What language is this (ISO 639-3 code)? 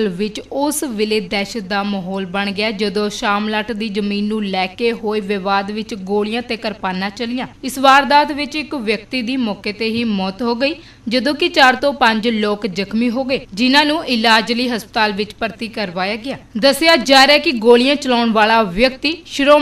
pan